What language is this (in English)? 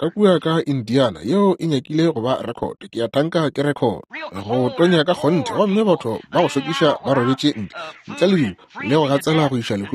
Northern Sotho